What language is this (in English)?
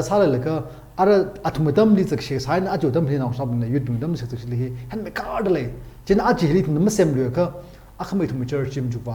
Tangkhul Naga (India)